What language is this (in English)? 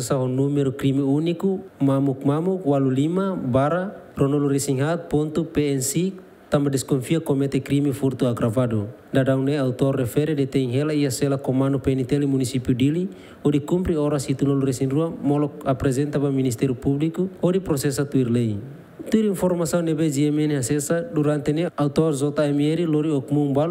Tetum